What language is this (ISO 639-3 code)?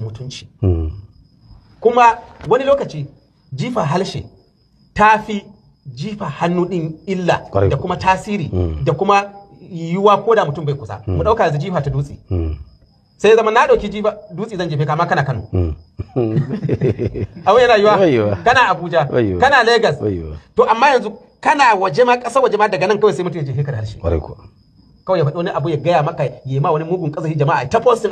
hau